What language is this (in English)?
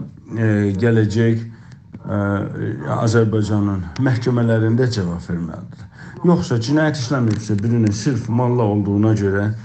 South Azerbaijani